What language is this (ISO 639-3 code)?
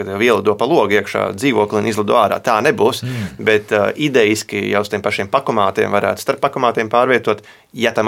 lav